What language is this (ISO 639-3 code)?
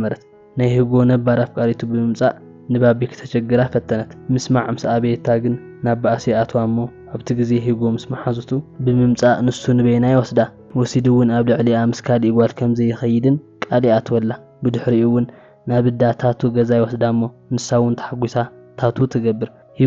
tir